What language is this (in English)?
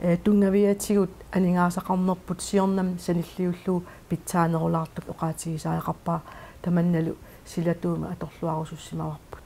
Kalaallisut